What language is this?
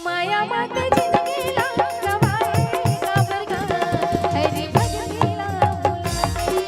Chhattisgarhi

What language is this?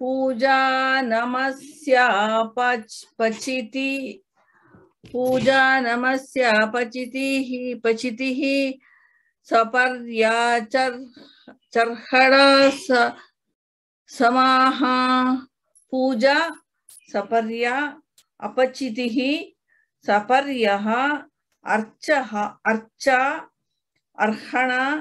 Sanskrit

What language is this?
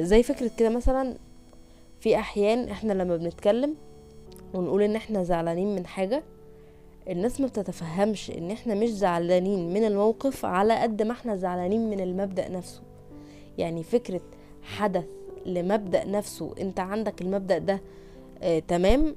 Egyptian Arabic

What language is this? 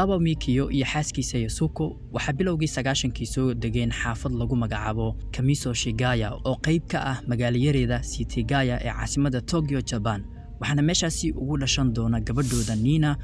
Somali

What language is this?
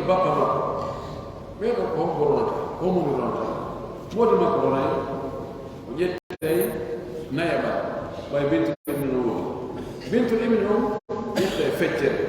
Pular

